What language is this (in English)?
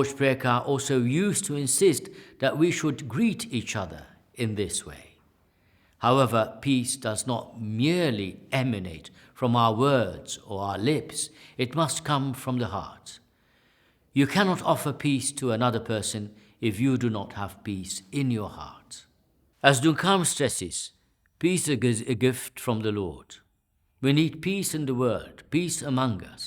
English